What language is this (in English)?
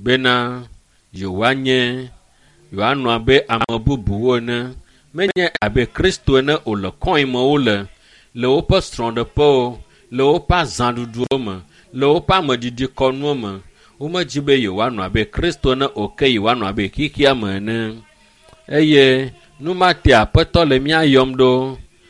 Ewe